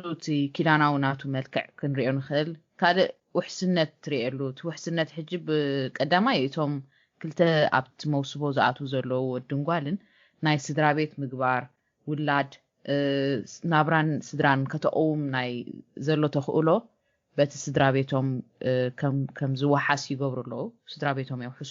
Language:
Tigrinya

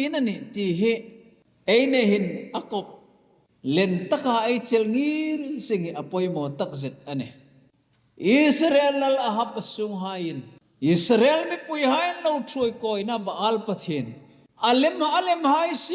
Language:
Hmar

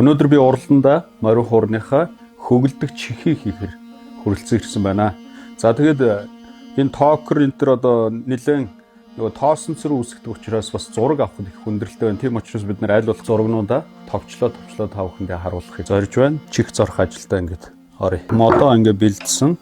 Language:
Mongolian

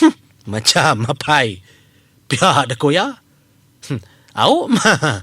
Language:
Iban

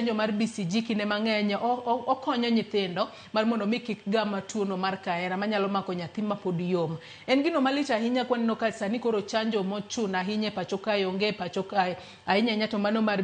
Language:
Luo (Kenya and Tanzania)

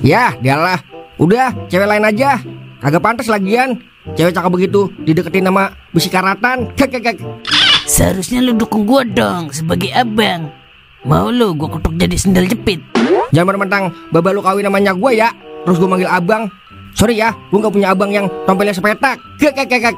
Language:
Betawi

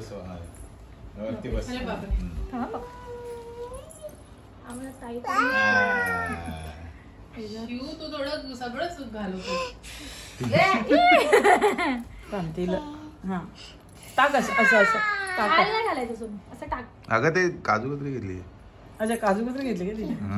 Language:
Marathi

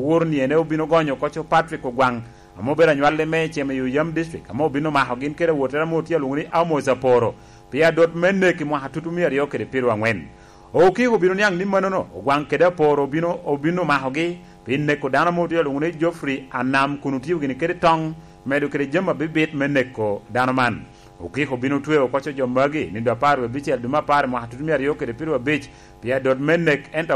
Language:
Lango (Uganda)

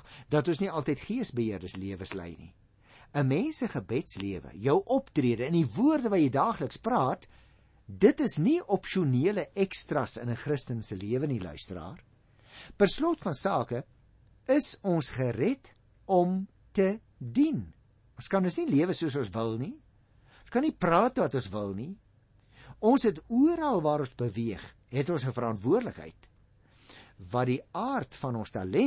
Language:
Afrikaans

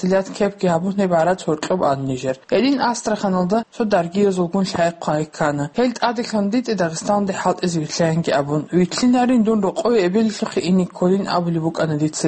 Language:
Avaric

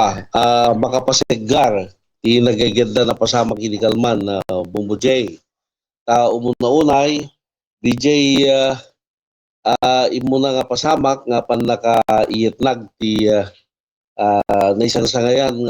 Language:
Iloko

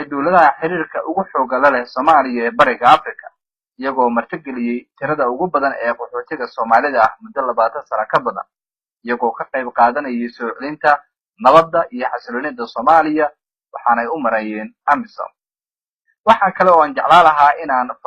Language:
Somali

